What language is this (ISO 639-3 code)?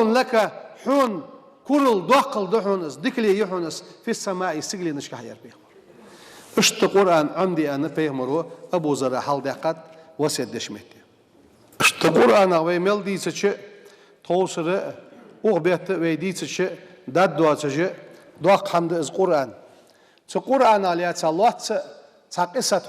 inh